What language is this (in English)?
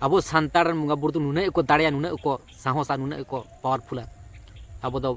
Santali